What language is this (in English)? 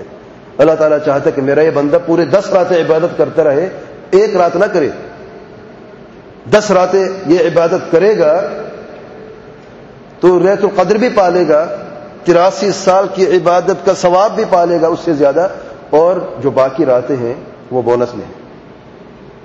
Urdu